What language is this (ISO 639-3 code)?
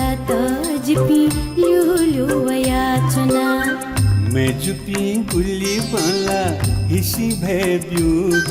new